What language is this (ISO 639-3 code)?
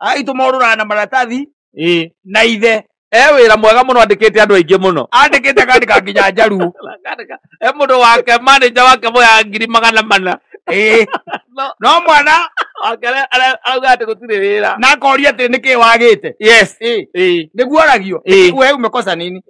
kik